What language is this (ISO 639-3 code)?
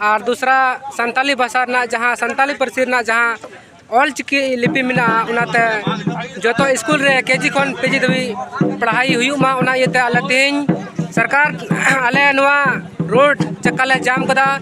sat